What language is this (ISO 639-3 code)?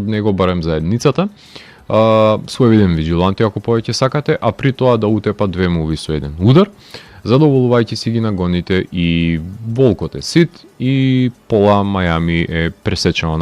mkd